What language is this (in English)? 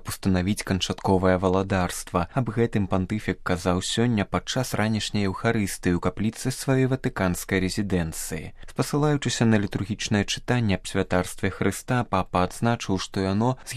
Belarusian